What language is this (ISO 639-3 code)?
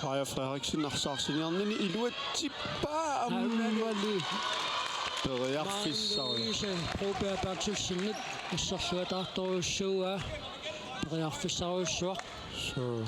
kal